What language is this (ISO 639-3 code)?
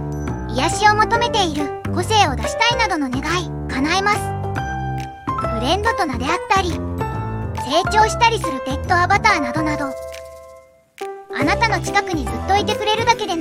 jpn